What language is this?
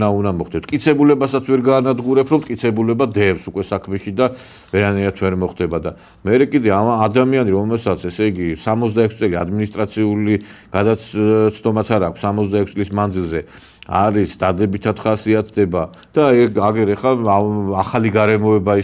Georgian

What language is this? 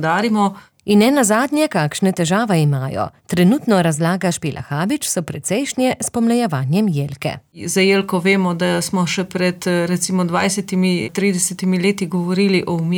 Slovenian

